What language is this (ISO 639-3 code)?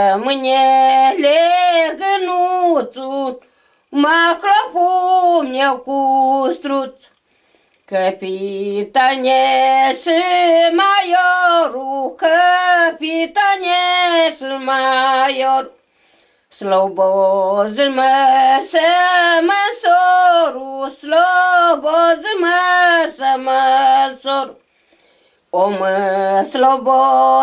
ron